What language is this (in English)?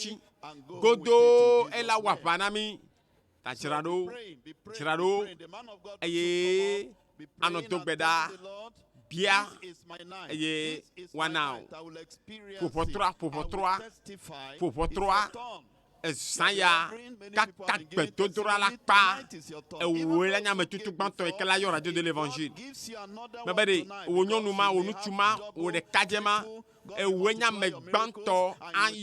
Ewe